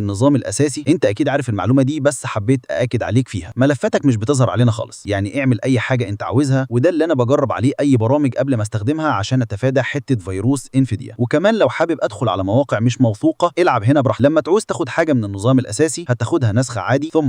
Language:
Egyptian Arabic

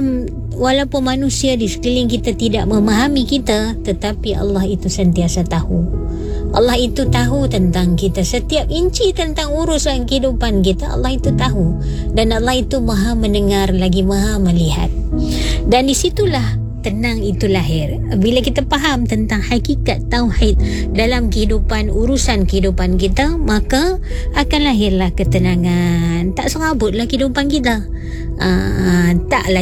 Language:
Malay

